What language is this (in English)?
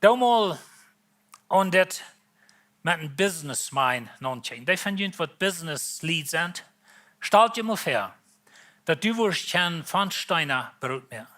Plautdietsch